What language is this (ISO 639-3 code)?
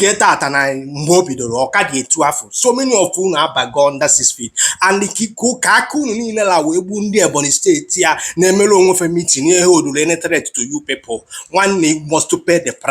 ibo